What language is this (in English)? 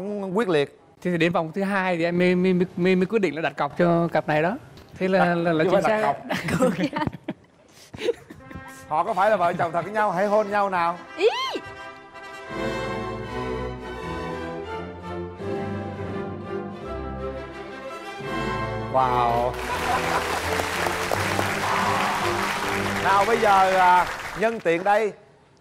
Vietnamese